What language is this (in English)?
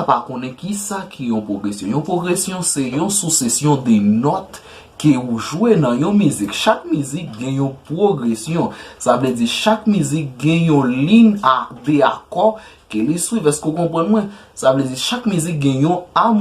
Haitian Creole